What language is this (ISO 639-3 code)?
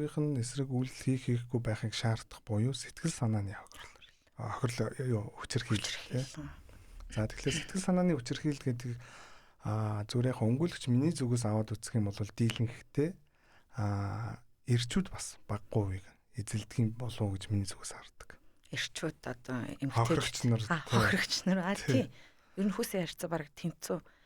mon